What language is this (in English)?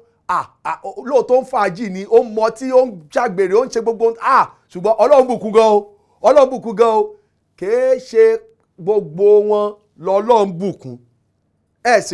Yoruba